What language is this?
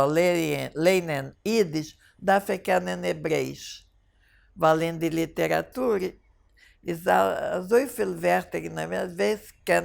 Yiddish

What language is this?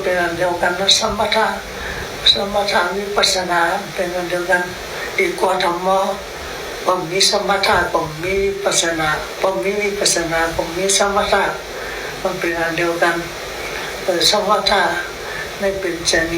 Shan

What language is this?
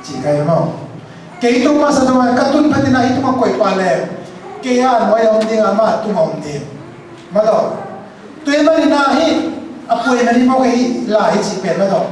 Tedim Chin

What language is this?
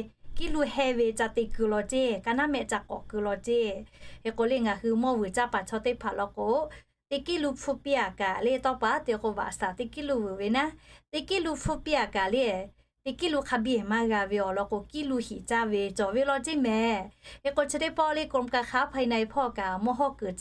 Lahu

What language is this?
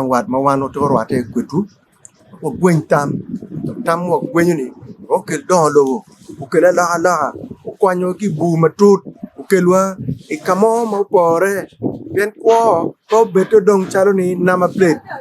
Acoli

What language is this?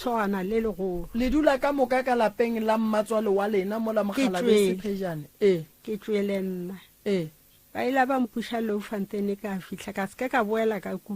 Northern Sotho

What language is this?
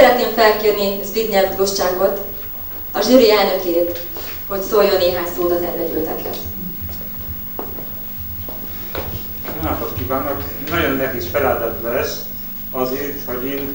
Hungarian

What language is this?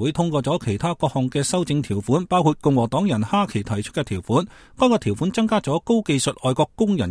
Cantonese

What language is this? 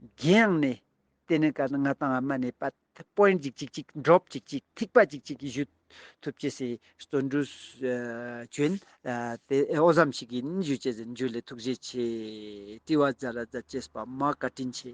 Ladakhi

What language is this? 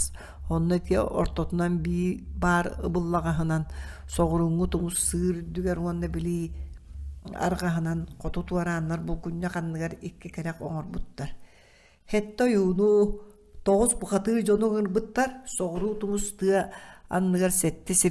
Yakut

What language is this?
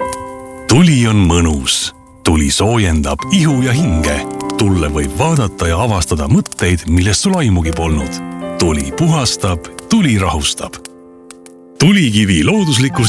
Estonian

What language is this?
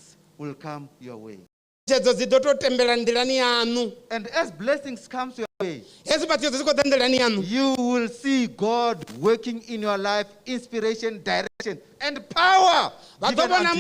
Venda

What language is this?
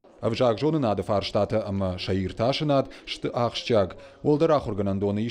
Ossetic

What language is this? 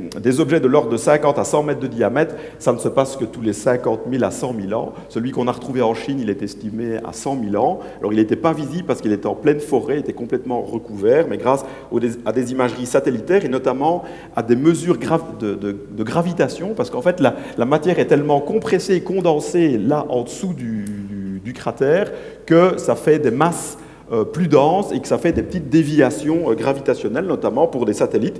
French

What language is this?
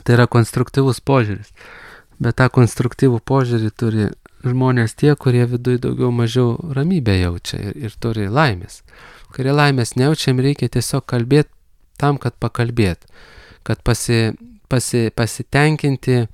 Lithuanian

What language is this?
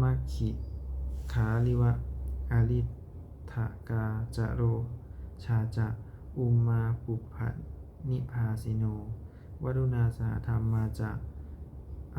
Pali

